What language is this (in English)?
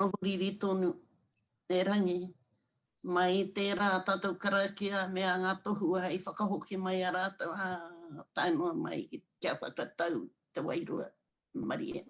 Māori